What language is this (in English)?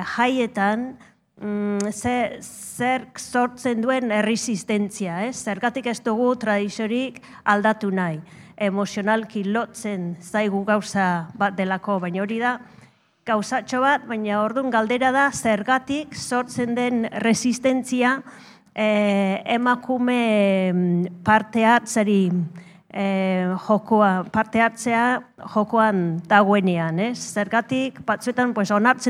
Basque